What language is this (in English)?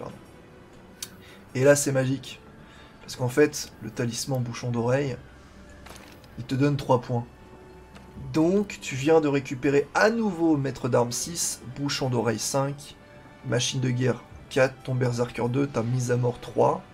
French